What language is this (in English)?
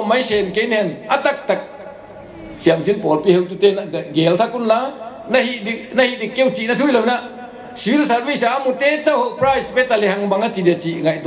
Paite Chin